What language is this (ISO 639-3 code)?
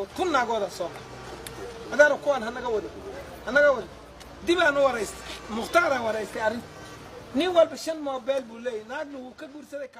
som